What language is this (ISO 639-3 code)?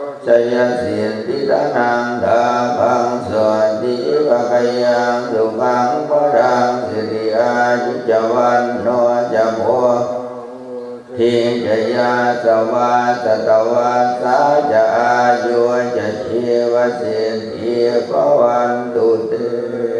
pli